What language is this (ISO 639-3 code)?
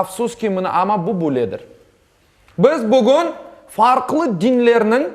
crh